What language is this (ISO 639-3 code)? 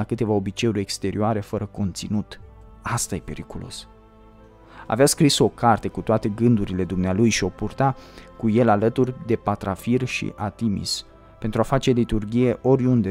ron